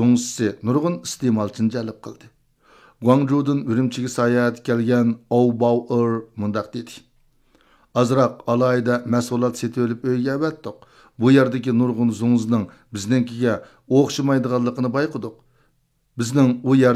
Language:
Uyghur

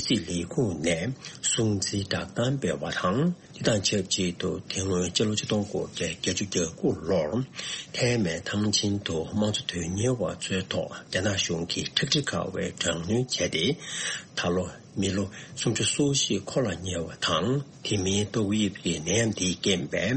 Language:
Tibetan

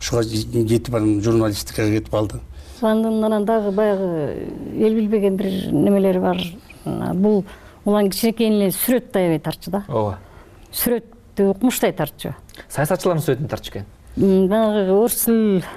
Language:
Kyrgyz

